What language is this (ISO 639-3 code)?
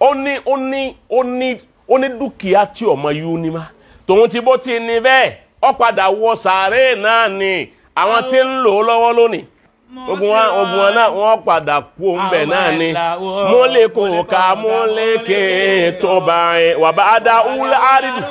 yor